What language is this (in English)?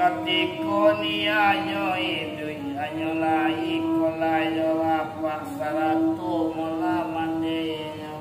Minangkabau